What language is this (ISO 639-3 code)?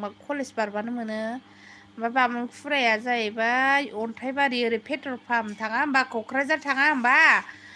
brx